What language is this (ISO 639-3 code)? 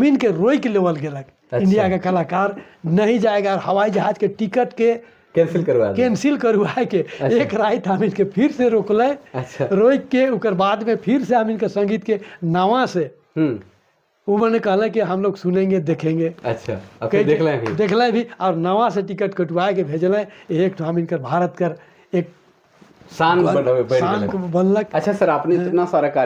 sck